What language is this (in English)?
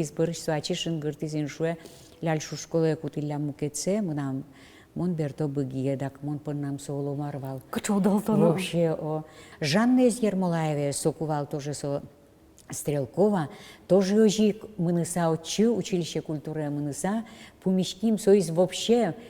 Udmurt